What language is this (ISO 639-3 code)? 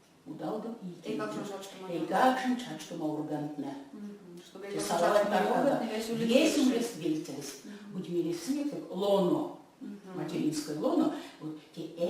myv